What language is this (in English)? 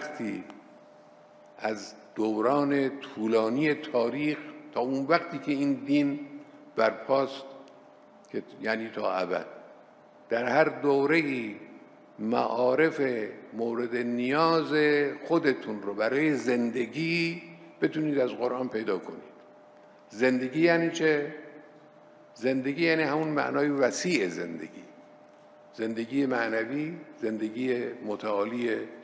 Persian